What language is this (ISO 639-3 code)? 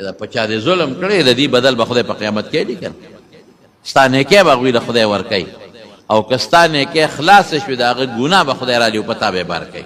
pus